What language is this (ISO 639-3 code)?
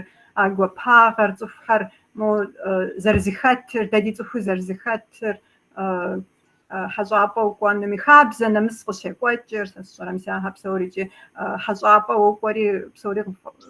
kbd